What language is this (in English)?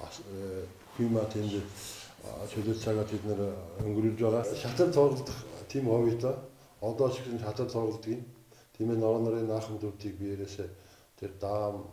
Mongolian